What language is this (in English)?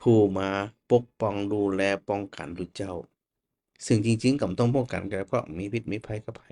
Northern Thai